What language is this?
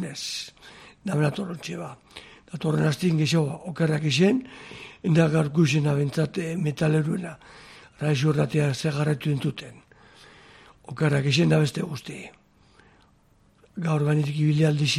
Basque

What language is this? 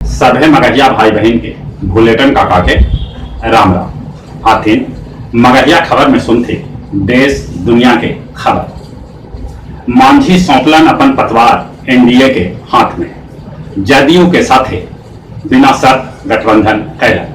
Magahi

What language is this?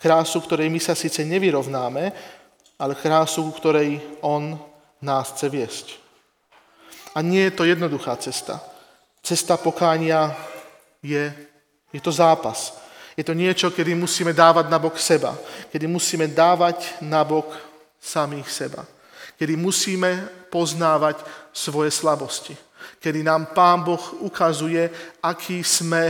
Slovak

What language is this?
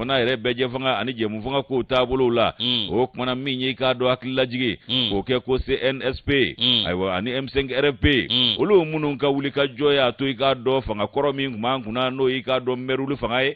Bambara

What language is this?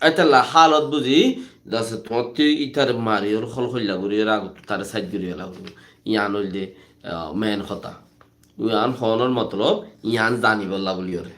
Rohingya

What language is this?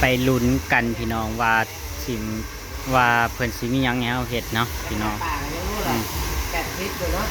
Northeastern Thai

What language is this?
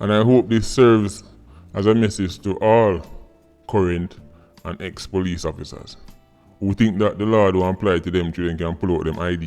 Jamaican Creole English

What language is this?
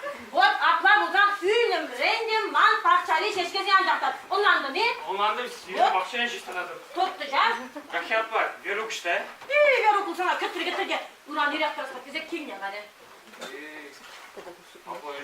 Chuvash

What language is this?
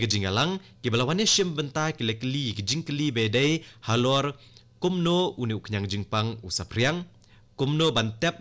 Khasi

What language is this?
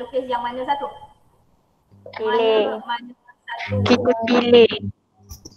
Malay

